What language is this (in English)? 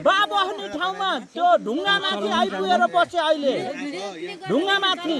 Nepali